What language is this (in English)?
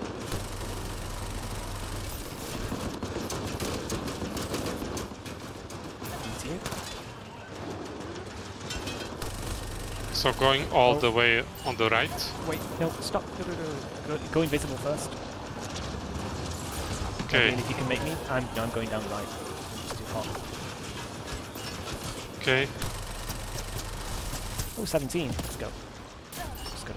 English